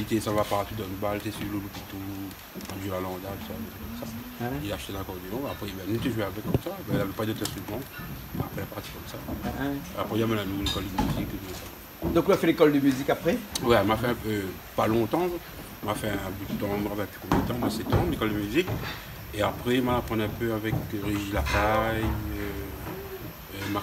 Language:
Réunion Creole French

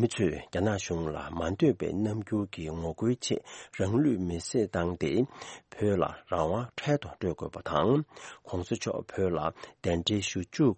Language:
Tibetan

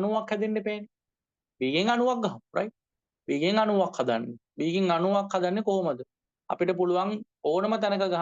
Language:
Sinhala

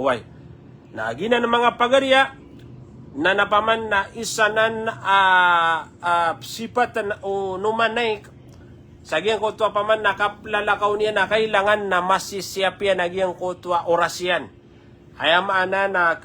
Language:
Maranao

